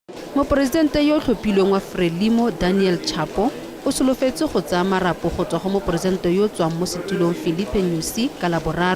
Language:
Tswana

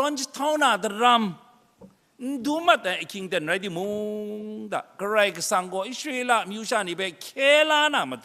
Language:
Kachin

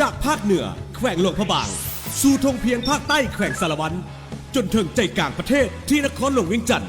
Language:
Lao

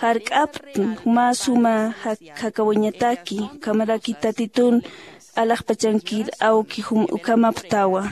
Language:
Aymara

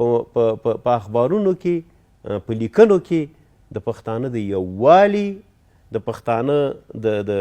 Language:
Pashto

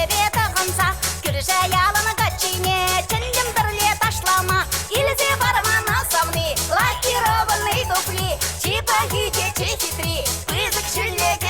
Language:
Chuvash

